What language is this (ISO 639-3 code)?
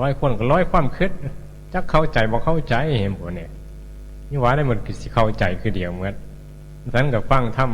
tts